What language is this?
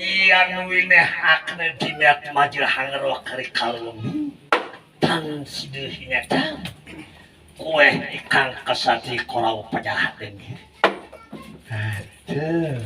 Balinese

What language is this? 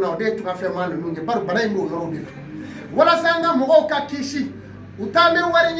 Bambara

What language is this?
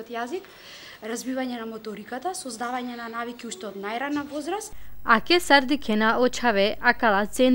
Macedonian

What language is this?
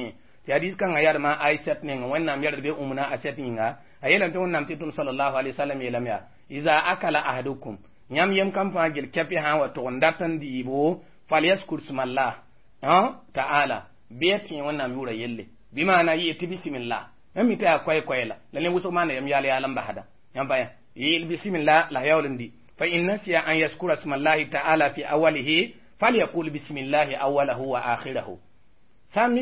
Mossi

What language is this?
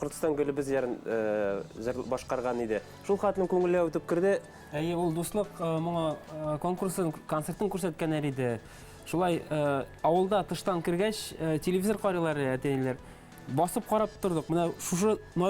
Bashkir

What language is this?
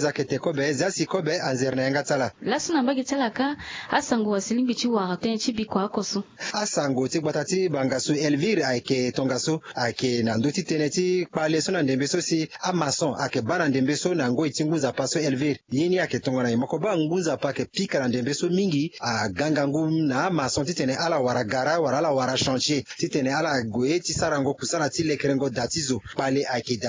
Sango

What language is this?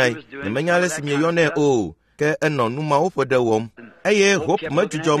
Ewe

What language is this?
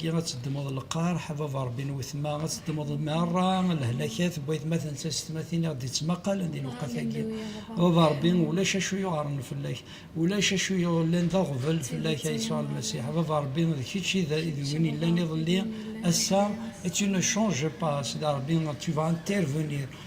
Kabyle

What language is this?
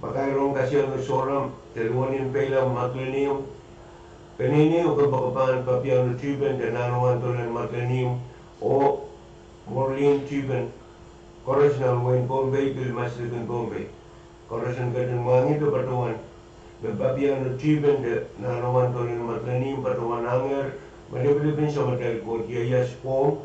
Pohnpeian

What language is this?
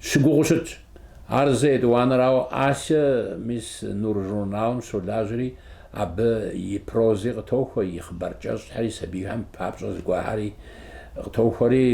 Kabardian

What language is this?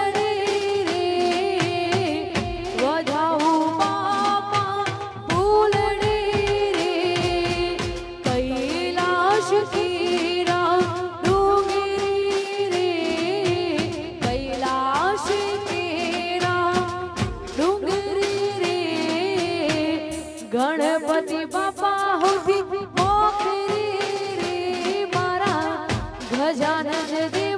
Gujarati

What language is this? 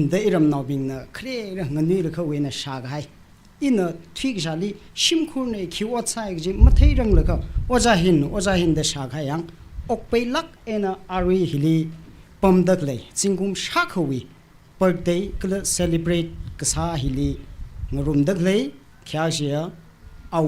Tangkhul Naga (India)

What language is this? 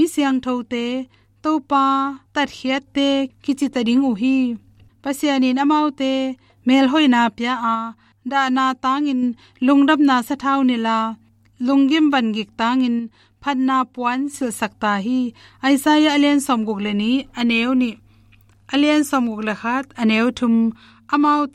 Tedim Chin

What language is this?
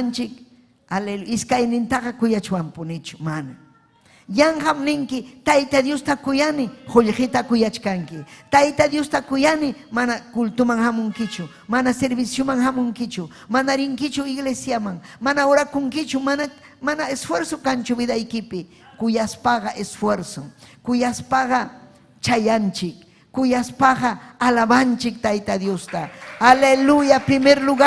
Ayacucho Quechua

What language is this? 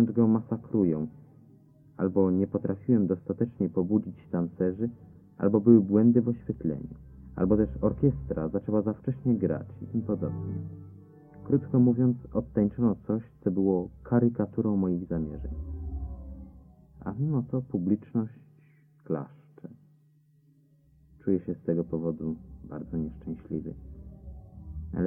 Polish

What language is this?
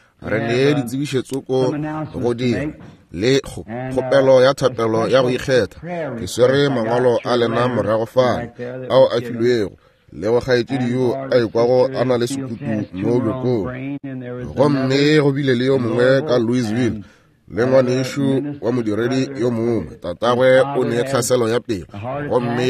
Northern Sotho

